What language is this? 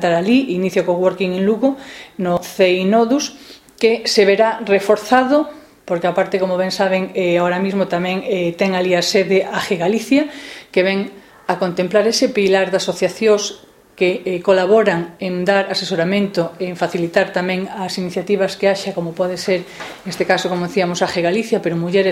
Galician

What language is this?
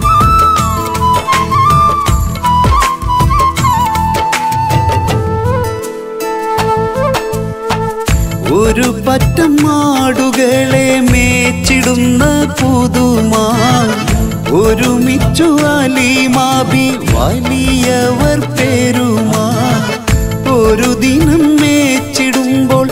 Malayalam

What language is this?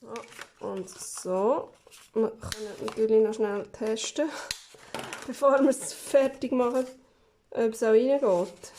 Swiss German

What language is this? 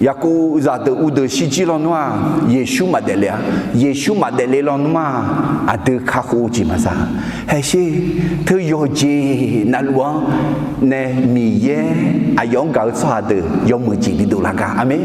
Akha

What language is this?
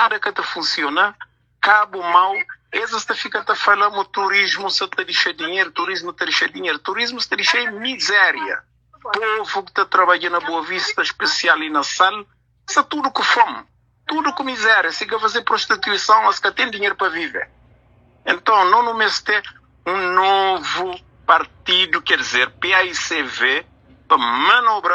Kabuverdianu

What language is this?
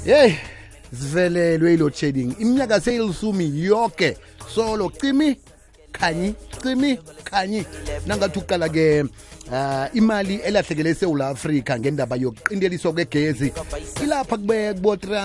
South Ndebele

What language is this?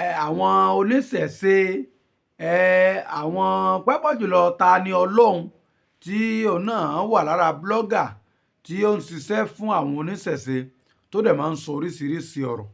Yoruba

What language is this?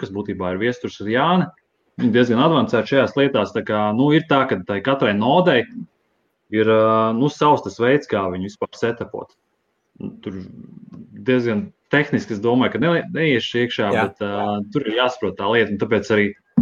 Latvian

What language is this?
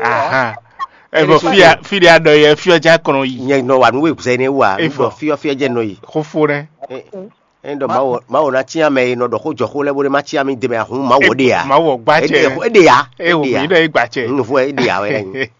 Fon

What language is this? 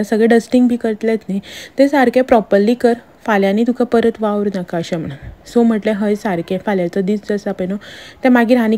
Konkani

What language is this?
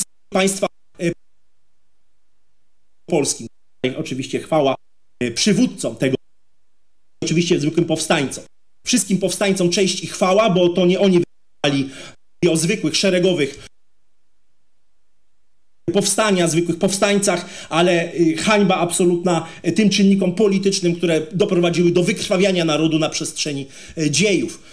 Polish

